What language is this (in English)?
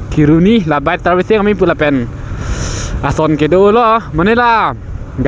Karbi